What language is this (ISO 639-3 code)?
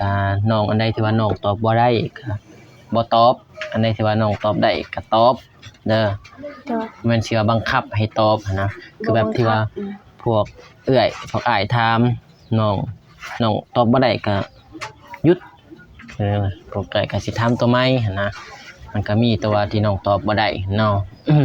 lao